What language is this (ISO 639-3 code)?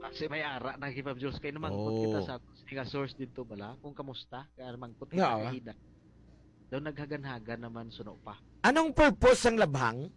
hil